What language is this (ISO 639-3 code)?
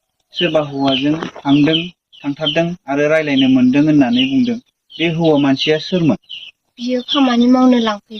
brx